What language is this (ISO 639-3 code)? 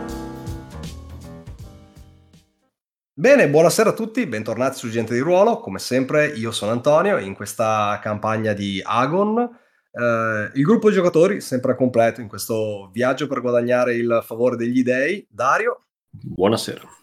ita